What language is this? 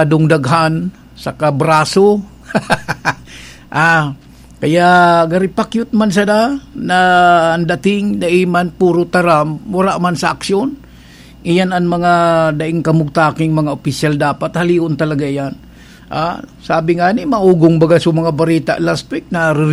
Bikol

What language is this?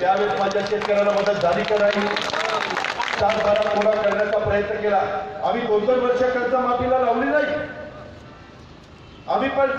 Marathi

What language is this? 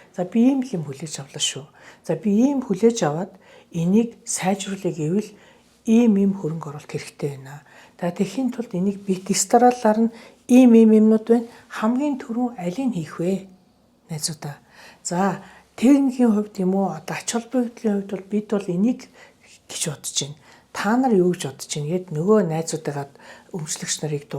Mongolian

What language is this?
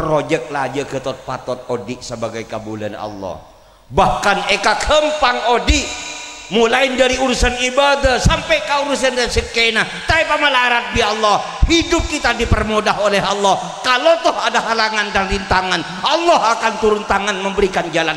Madurese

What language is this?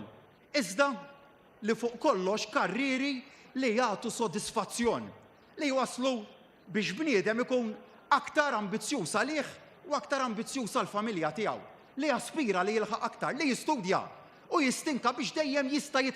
Maltese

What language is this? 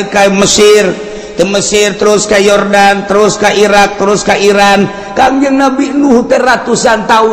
Sundanese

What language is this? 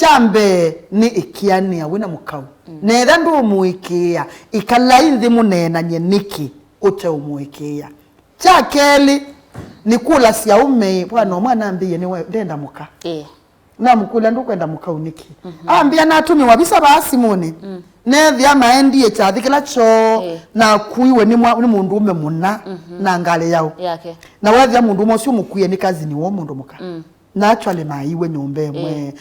Kamba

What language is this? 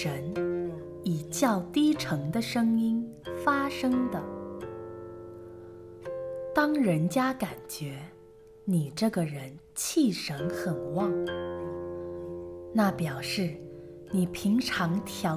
Chinese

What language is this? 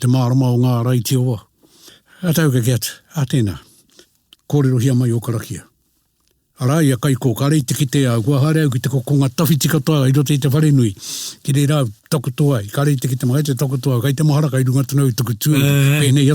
Māori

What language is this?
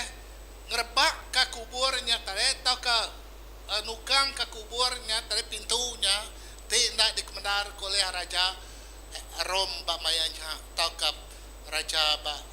Iban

